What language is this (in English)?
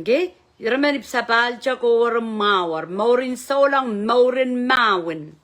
Pohnpeian